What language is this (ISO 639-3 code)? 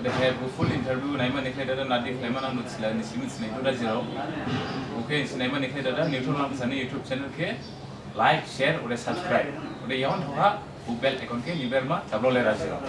dis